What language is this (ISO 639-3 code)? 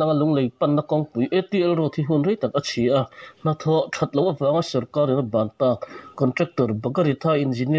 lus